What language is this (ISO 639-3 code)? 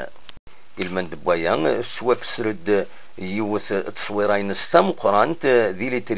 kab